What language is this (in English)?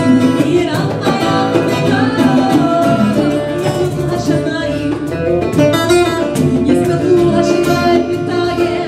Hebrew